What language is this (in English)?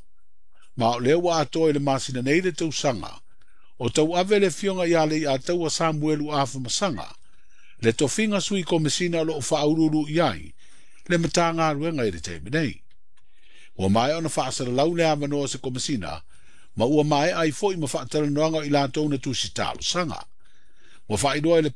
Samoan